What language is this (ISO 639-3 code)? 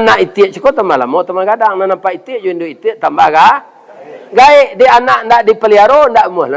min